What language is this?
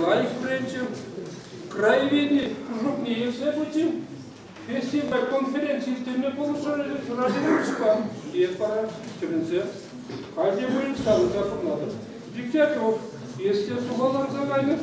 Chuvash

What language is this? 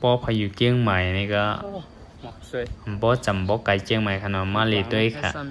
Shan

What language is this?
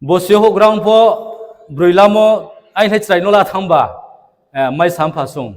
Riang (India)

